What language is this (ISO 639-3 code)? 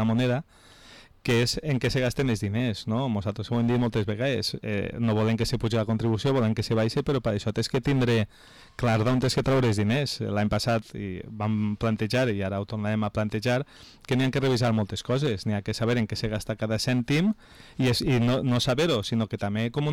cat